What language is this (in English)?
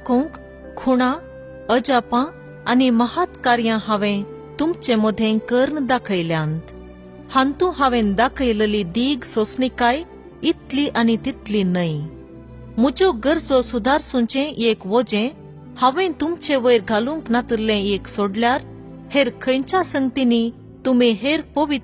Konkani